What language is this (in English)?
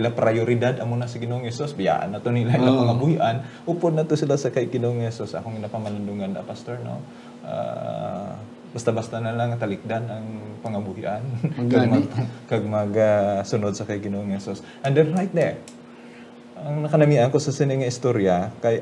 Hiligaynon